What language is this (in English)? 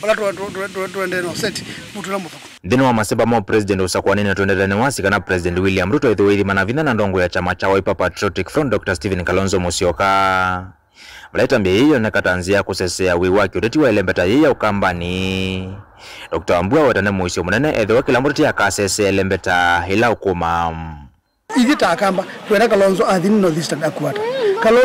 Kamba